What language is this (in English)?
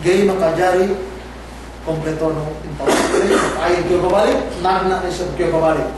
Yakan